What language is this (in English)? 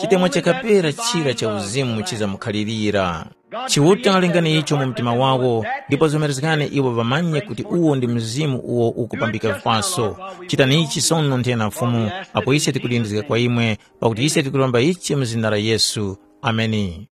Tumbuka